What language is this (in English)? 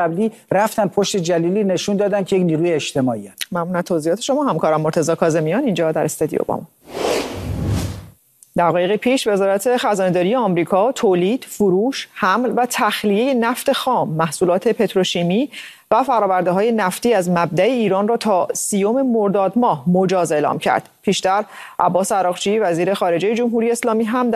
Persian